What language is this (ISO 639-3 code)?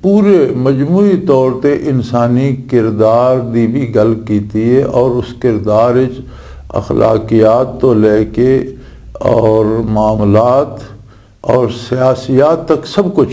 lah